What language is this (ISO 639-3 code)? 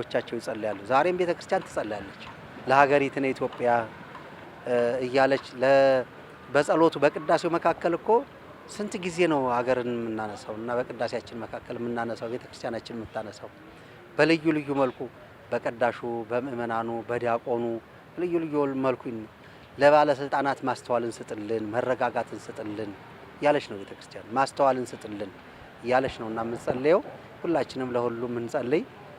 amh